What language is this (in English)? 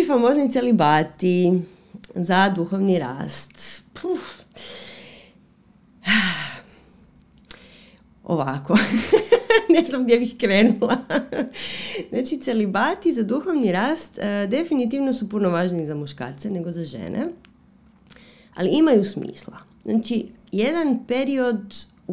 Croatian